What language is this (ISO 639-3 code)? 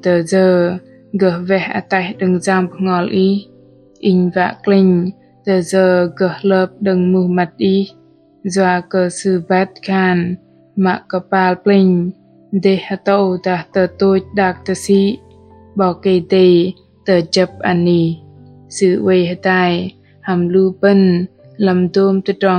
bdq